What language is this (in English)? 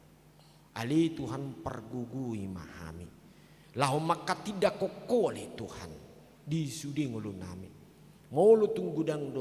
Batak Toba